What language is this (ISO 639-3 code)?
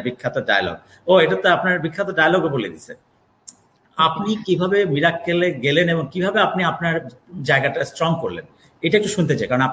ben